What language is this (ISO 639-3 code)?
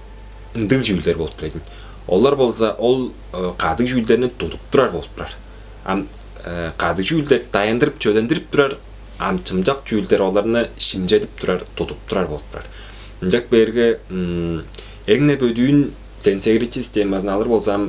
tyv